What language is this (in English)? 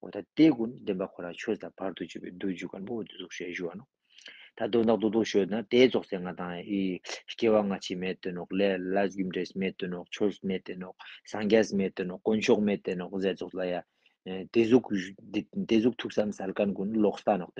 Ladakhi